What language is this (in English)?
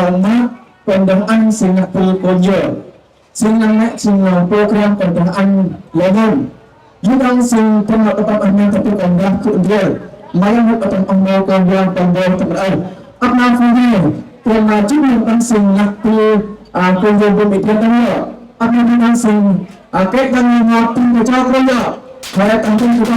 Central Mnong